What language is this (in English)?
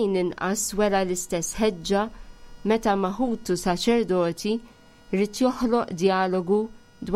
Maltese